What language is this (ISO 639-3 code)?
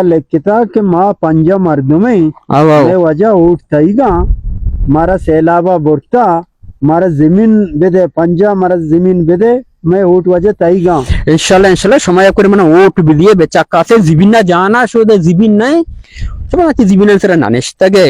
bal